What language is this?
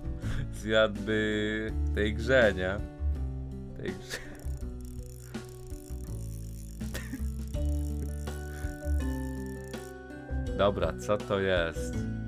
Polish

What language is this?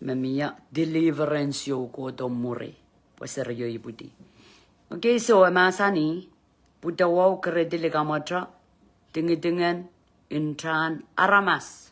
Pohnpeian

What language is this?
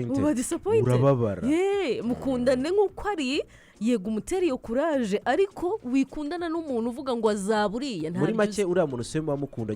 Kinyarwanda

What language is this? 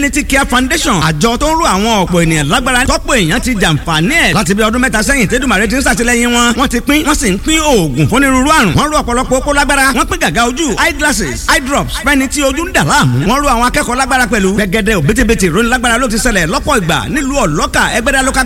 Yoruba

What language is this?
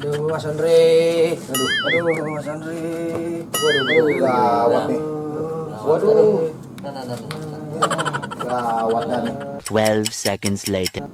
Betawi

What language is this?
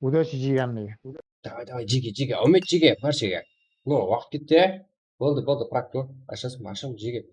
Kara-Kalpak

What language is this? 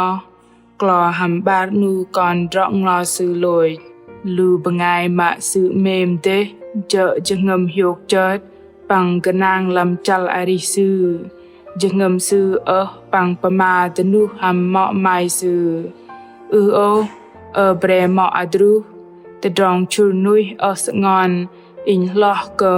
Bahnar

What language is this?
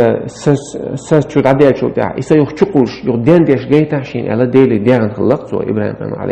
Chechen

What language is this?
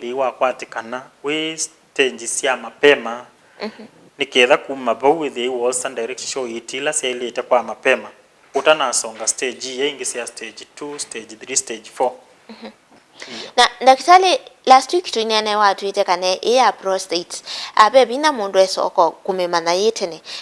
Kamba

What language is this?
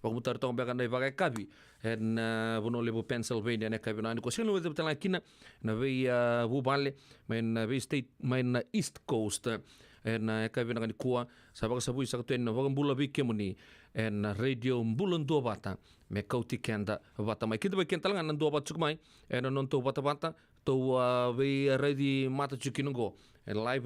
Fijian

